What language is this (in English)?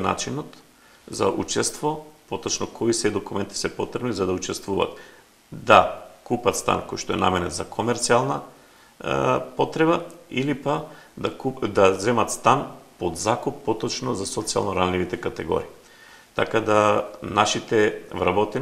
Macedonian